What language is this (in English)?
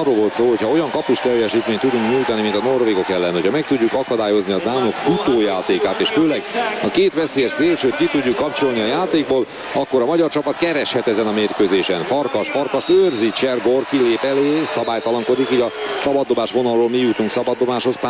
Hungarian